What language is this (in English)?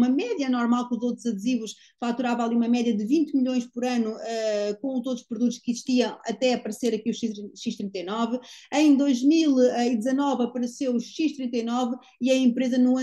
Portuguese